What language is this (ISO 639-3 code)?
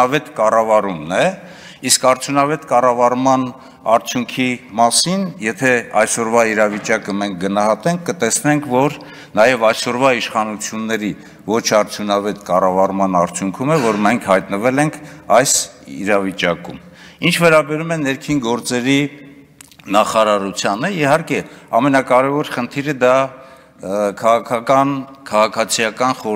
hye